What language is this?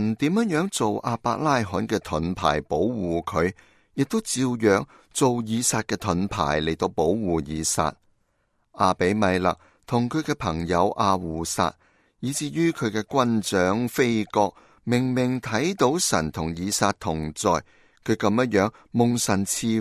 Cantonese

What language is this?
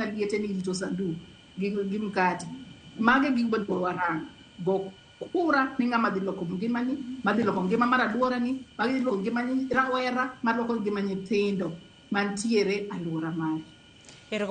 Luo (Kenya and Tanzania)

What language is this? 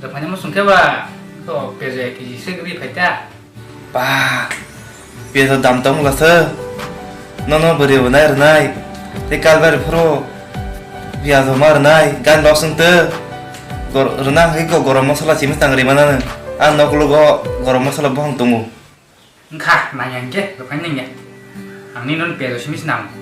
Kok Borok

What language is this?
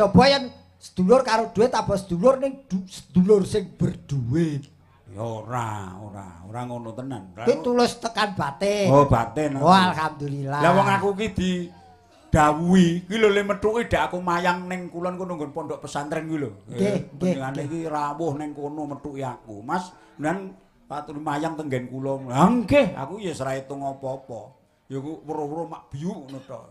Javanese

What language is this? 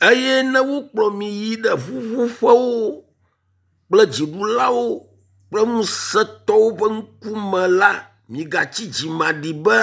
Ewe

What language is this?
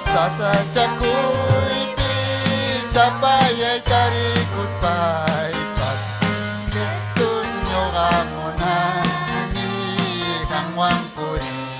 Ayacucho Quechua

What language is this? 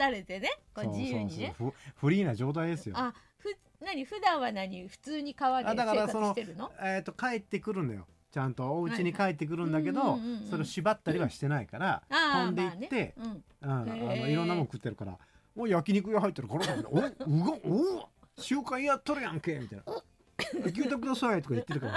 Japanese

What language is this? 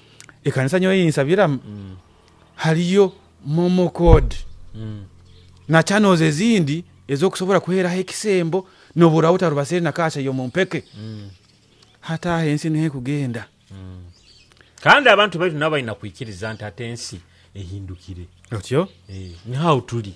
Nyoro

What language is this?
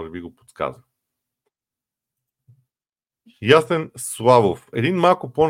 Bulgarian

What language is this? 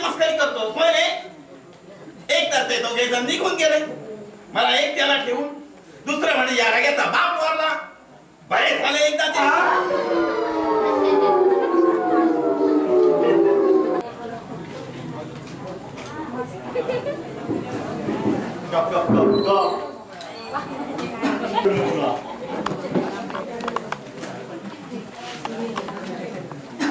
Marathi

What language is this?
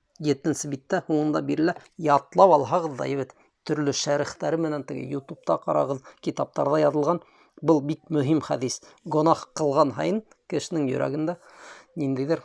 Bashkir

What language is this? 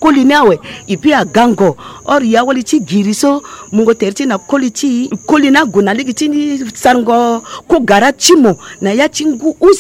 Sango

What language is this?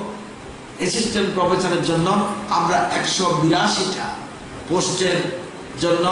Bangla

